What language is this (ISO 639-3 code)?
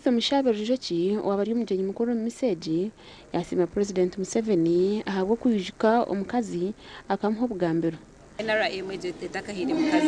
nyn